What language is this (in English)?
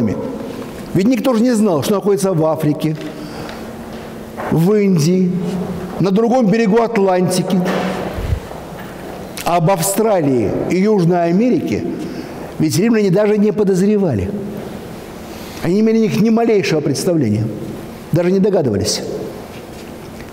Russian